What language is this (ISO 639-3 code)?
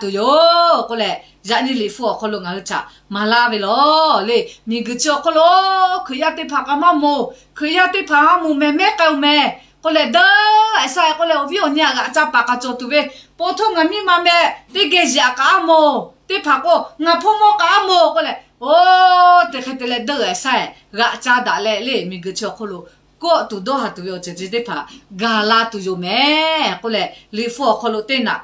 lhu